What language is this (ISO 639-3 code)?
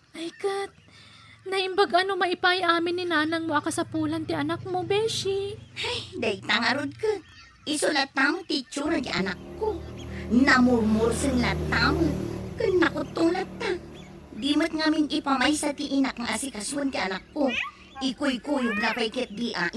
ilo